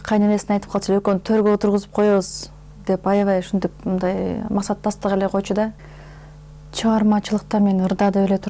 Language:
Kyrgyz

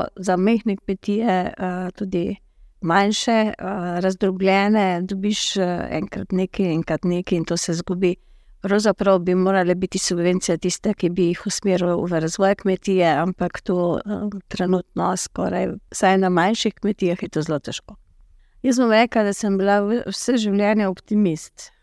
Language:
Slovenian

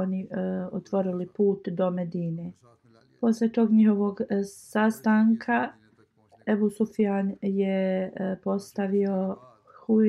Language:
Bosnian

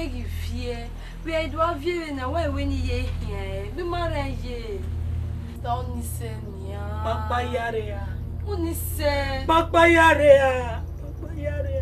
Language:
Bini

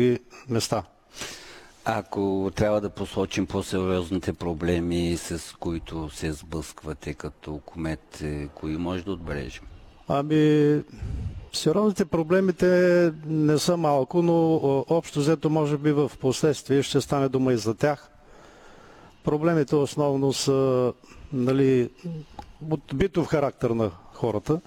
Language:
Bulgarian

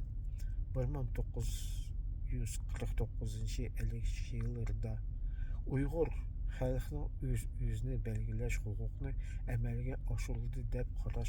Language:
Uyghur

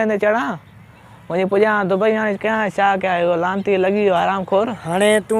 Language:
Sindhi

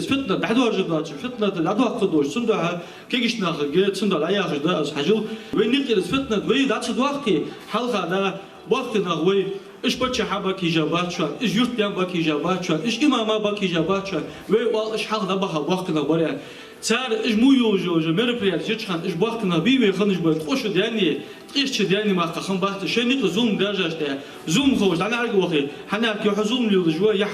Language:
Ingush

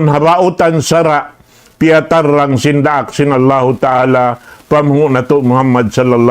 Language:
Tausug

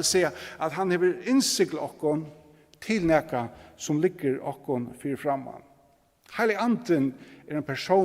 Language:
Faroese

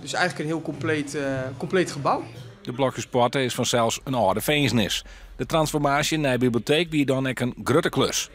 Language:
Western Frisian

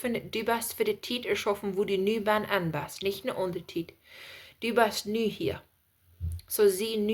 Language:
Plautdietsch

